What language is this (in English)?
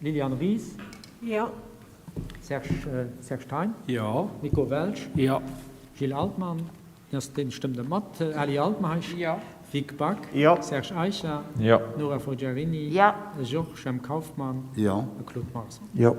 Luxembourgish